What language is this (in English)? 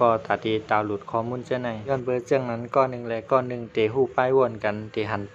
Shan